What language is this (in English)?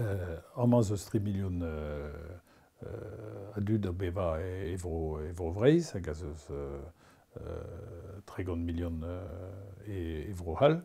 Breton